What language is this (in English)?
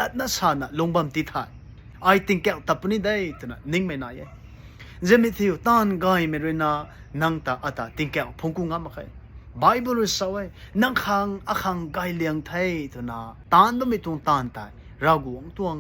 Rongmei Naga